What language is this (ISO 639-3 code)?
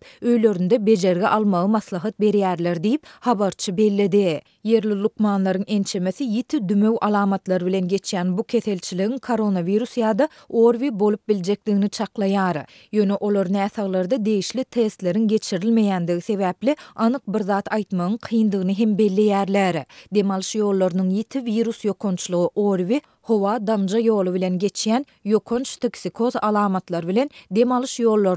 tuk